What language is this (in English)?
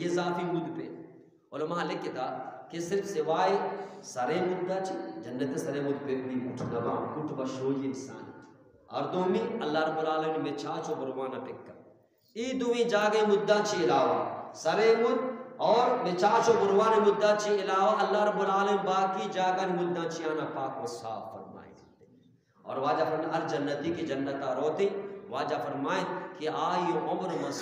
Eastern Balochi